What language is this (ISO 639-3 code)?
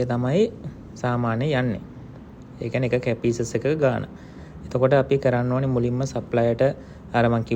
sin